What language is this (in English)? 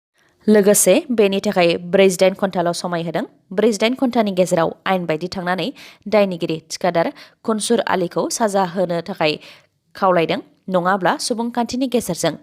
Bodo